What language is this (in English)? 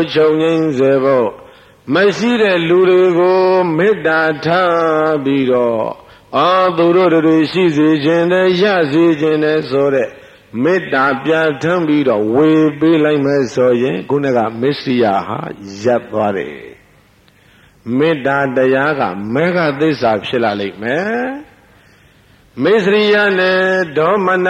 Burmese